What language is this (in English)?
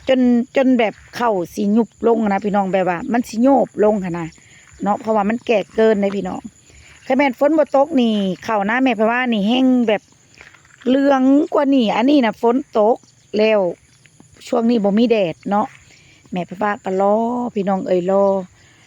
Lao